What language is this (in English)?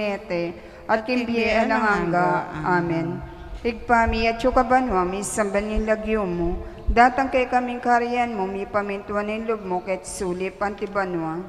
Pampanga